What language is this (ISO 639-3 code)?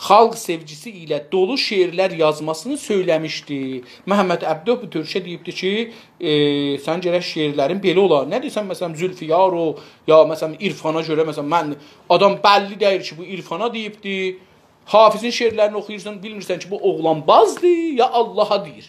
azb